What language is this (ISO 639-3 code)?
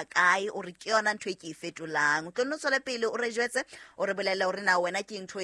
sot